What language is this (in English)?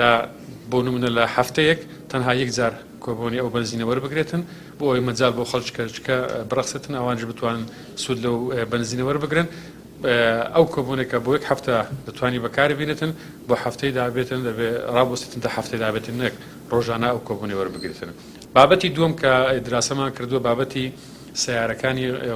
Central Kurdish